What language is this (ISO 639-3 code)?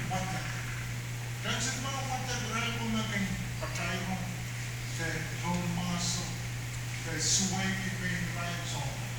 pon